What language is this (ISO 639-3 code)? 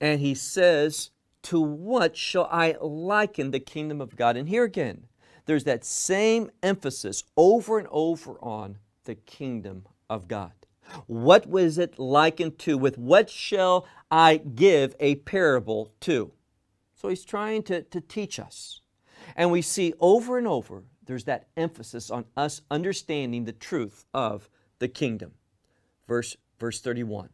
eng